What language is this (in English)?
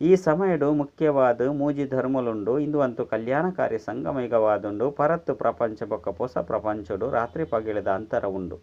Tulu